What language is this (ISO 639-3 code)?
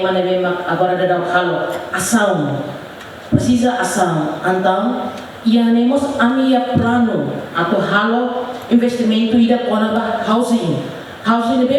tet